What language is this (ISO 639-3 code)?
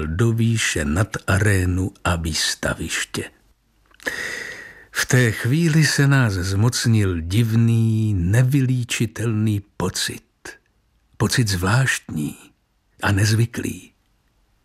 ces